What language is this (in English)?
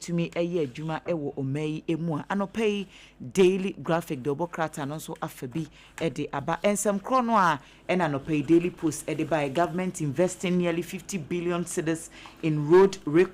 Akan